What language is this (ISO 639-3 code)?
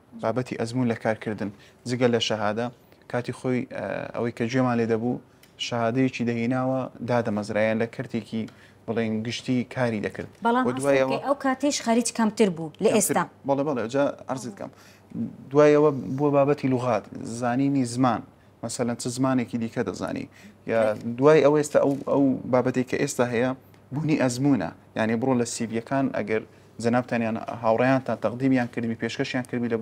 ckb